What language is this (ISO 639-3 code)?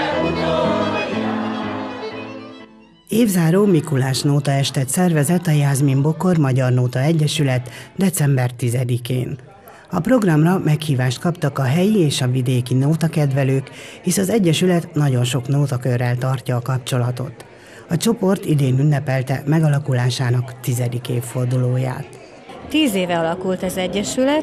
hun